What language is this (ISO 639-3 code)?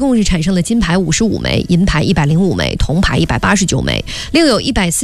zho